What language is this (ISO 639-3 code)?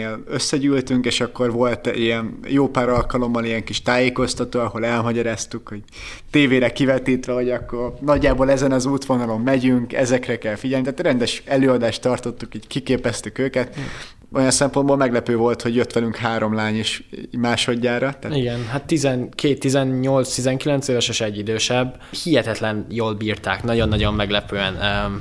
hun